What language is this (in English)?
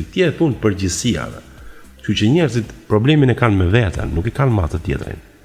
Albanian